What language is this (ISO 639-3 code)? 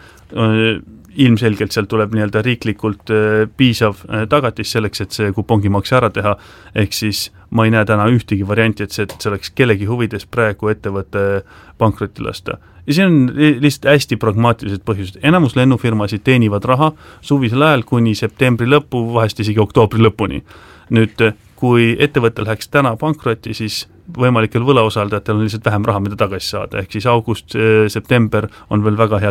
est